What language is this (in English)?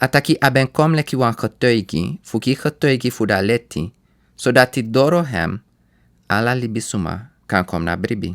Sranan Tongo